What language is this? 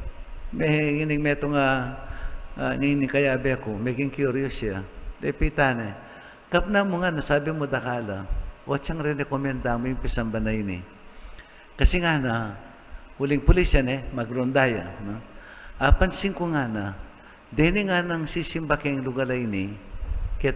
Pampanga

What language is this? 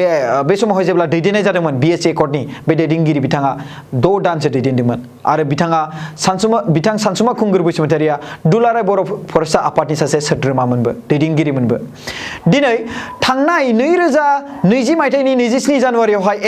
Bodo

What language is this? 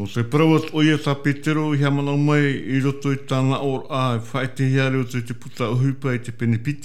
Tahitian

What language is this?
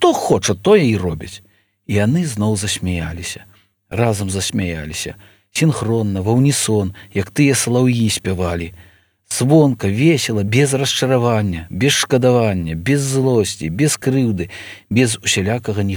Belarusian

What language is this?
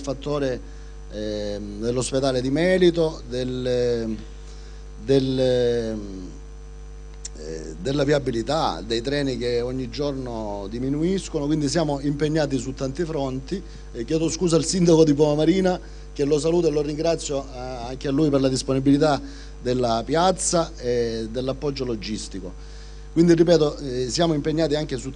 Italian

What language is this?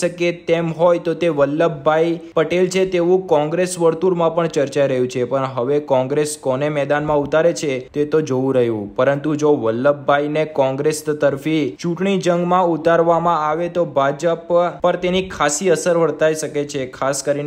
Gujarati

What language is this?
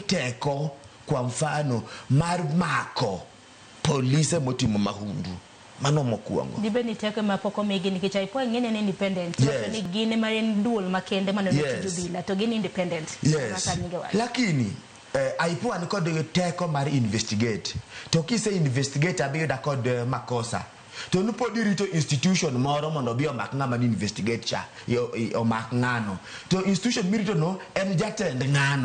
Luo (Kenya and Tanzania)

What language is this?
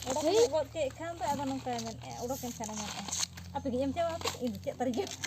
Santali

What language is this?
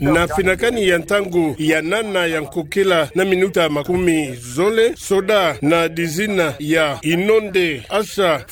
Kituba (Democratic Republic of Congo)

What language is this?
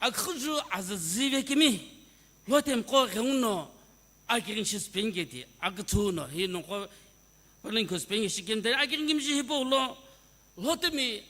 Sumi Naga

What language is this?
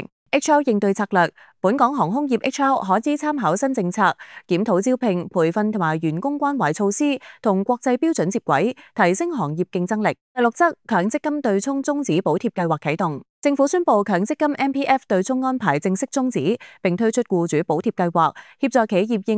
Cantonese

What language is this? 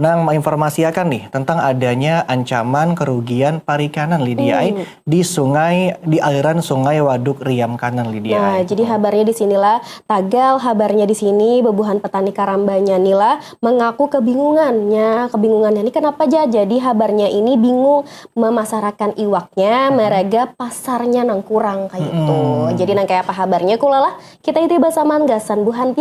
Banjar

